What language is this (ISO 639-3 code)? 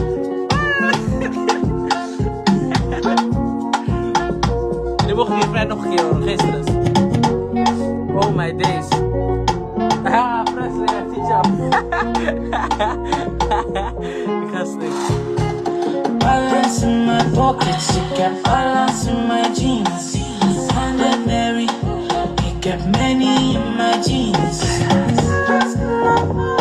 nld